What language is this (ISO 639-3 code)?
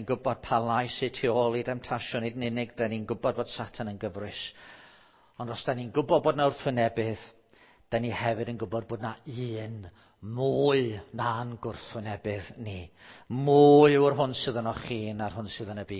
cym